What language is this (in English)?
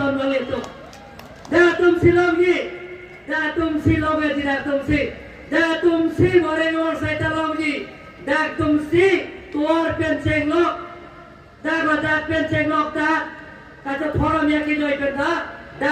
Karbi